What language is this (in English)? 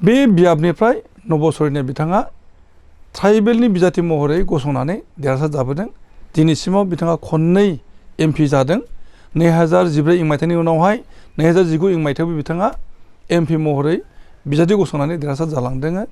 Bodo